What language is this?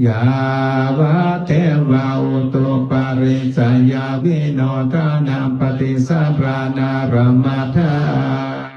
Pali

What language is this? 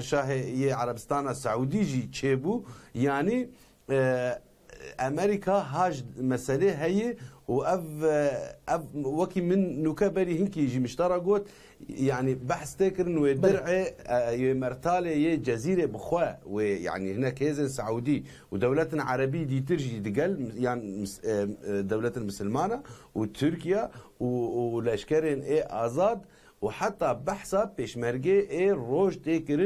Kurdish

